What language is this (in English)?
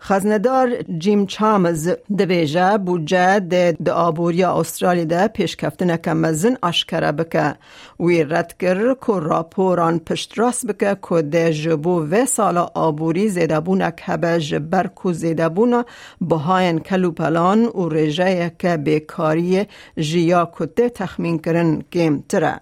Kurdish